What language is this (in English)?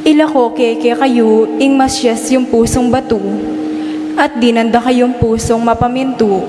Pampanga